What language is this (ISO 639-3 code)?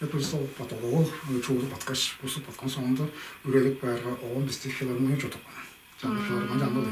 tyv